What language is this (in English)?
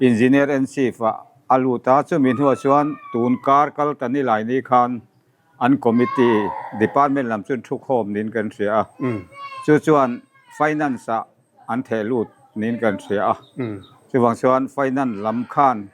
Mizo